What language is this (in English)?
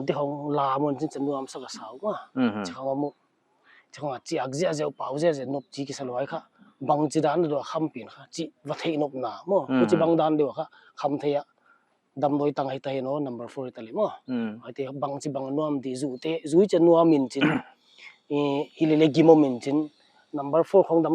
Paite Chin